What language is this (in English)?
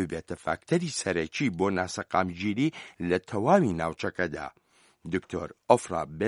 Central Kurdish